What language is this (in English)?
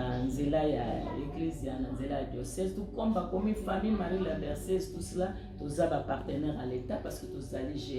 Lingala